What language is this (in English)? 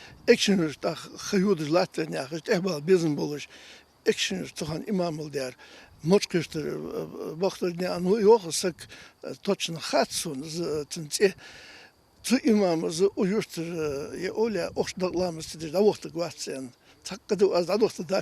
Ingush